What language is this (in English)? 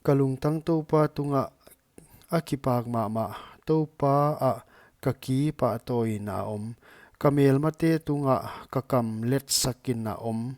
Paite Chin